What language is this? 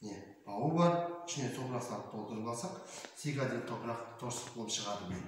Kazakh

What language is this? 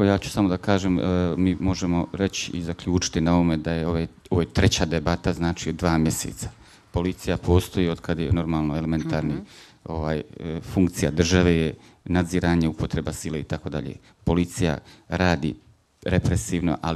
Bosnian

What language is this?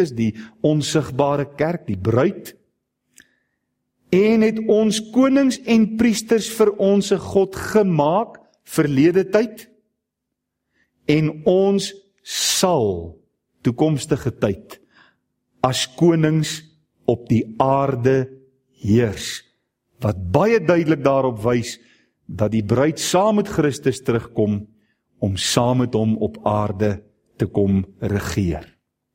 Afrikaans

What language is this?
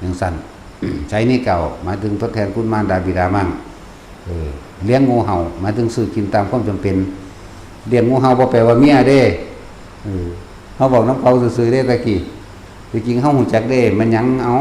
Northeastern Thai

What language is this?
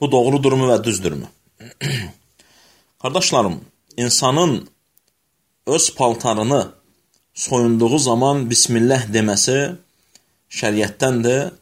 Azerbaijani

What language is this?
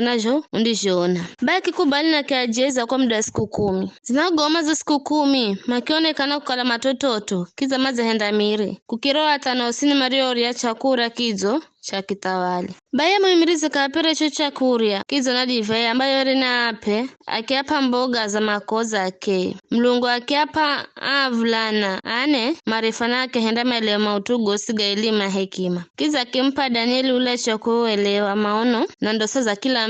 Giryama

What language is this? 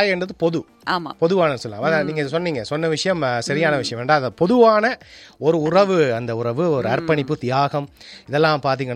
Tamil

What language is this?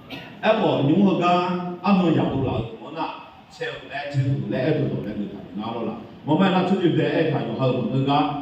Akha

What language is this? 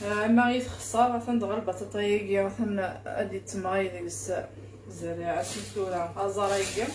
Kabyle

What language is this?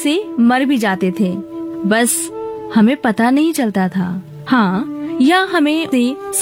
Hindi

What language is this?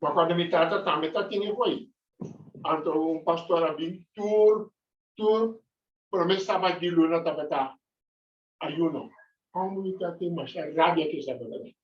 Papiamento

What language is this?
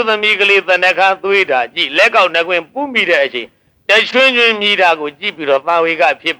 Burmese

